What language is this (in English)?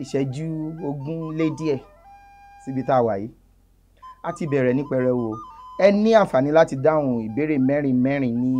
Yoruba